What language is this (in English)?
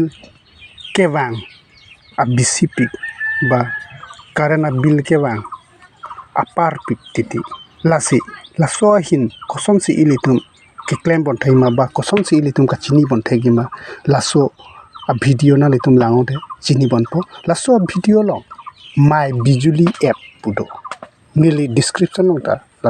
Karbi